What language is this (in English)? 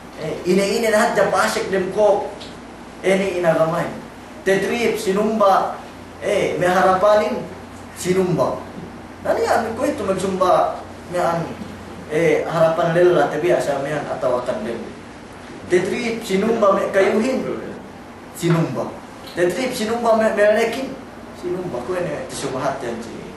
Yakan